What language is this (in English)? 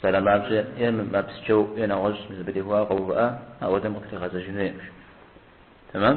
Kabardian